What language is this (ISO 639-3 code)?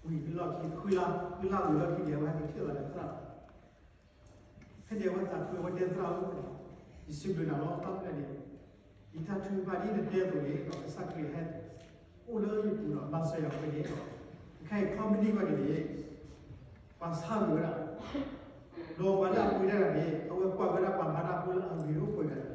ksw